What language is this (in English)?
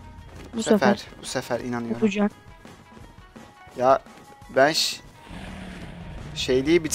Turkish